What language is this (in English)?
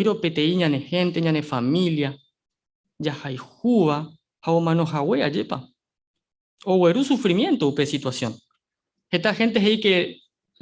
Guarani